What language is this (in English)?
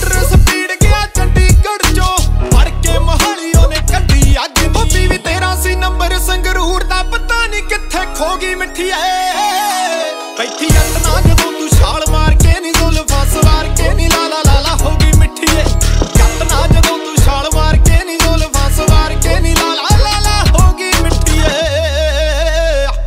Punjabi